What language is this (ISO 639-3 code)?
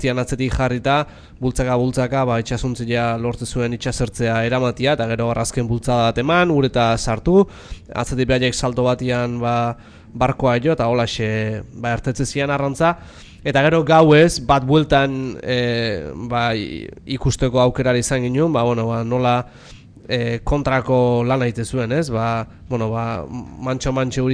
eus